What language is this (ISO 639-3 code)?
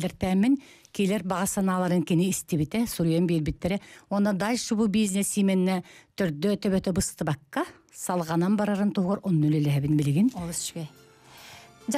sah